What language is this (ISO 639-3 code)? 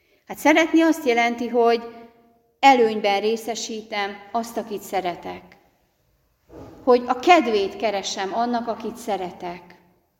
hun